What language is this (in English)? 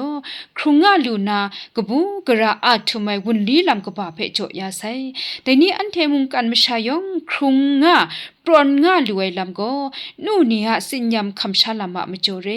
Kachin